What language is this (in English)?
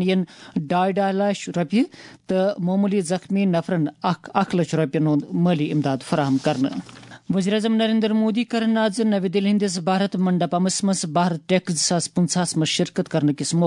Kashmiri